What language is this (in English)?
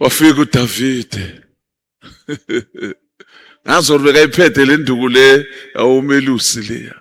Zulu